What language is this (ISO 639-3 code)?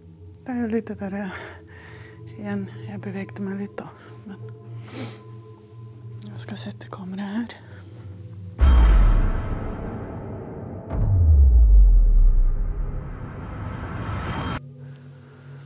nor